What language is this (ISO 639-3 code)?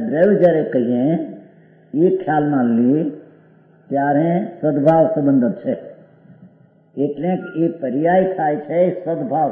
guj